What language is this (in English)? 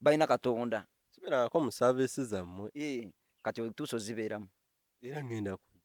Ganda